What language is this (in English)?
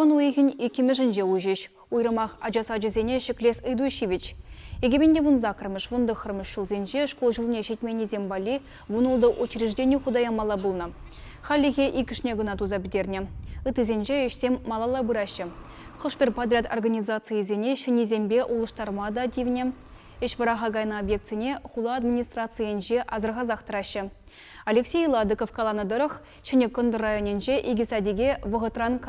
Chuvash